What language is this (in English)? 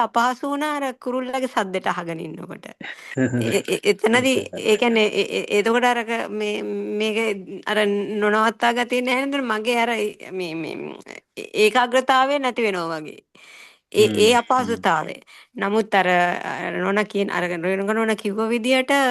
Sinhala